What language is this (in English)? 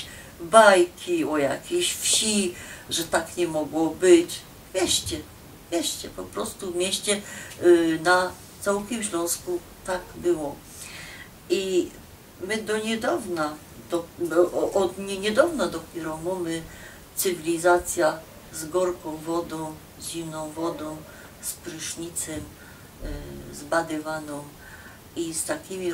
Silesian